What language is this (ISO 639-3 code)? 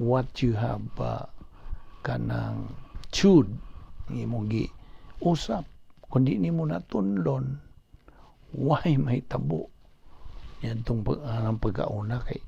ceb